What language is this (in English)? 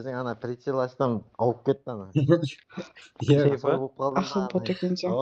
Kara-Kalpak